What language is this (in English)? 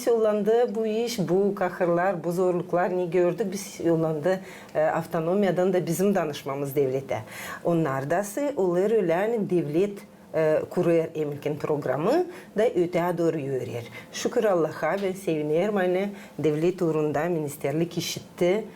Gagauz